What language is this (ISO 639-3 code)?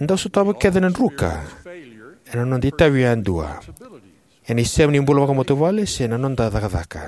fij